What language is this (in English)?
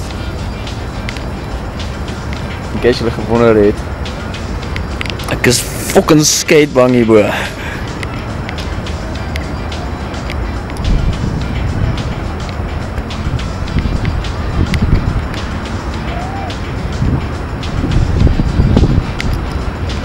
Afrikaans